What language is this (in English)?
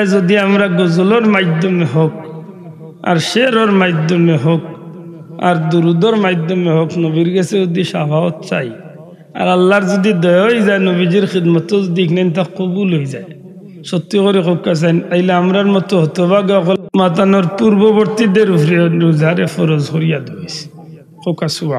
Sylheti